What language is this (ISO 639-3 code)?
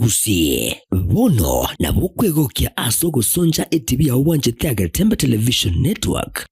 guz